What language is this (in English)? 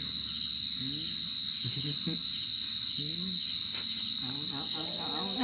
Lao